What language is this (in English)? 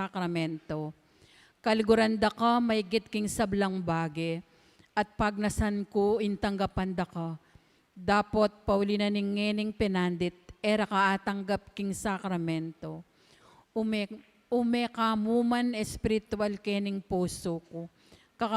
Pampanga